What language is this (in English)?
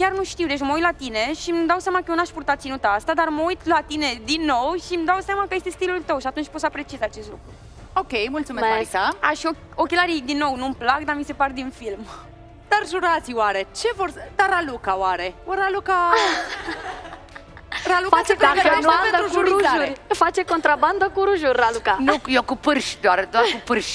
Romanian